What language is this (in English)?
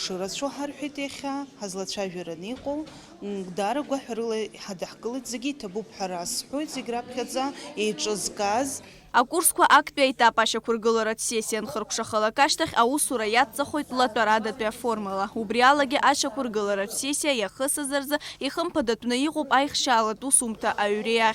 Abkhazian